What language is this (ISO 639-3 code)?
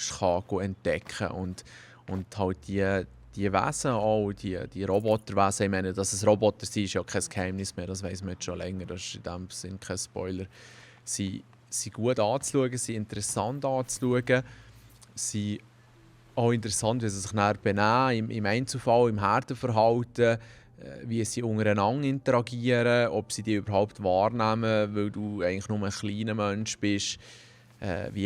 gsw